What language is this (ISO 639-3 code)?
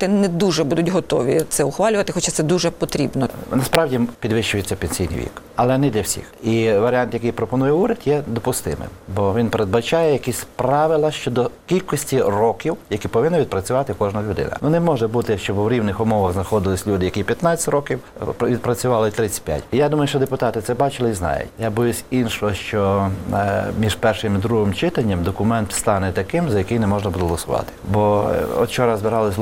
ukr